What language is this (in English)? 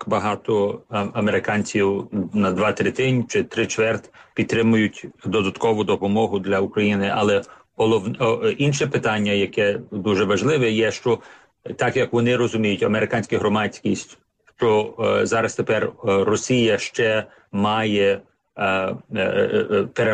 Ukrainian